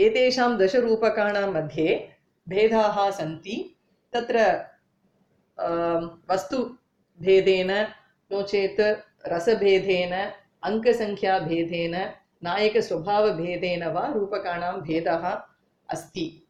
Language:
Sanskrit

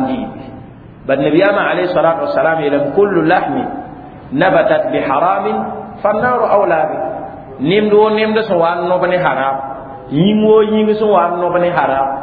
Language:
Mossi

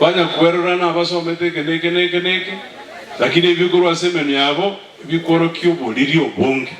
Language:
Gusii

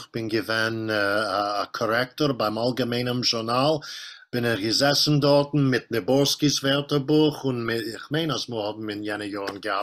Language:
Yiddish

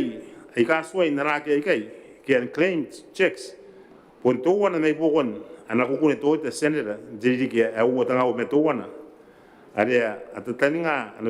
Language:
Gilbertese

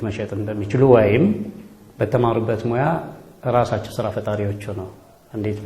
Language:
Amharic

